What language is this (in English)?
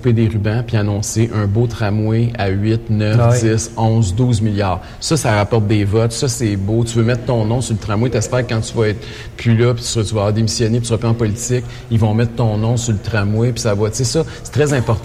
French